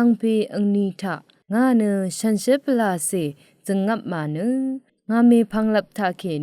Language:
Rawang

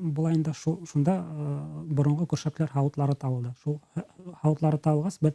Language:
Bashkir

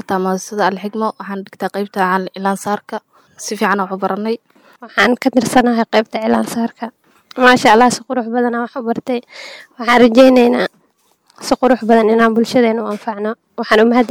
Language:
Somali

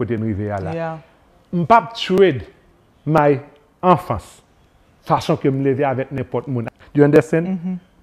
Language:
Haitian Creole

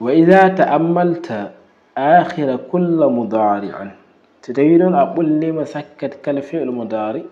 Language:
Fula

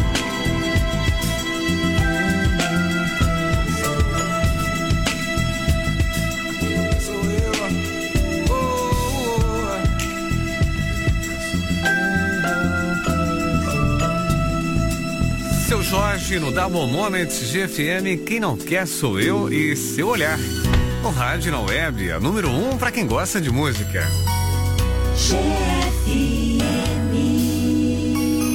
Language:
Portuguese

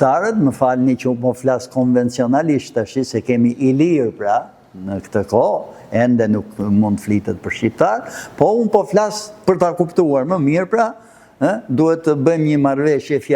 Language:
Albanian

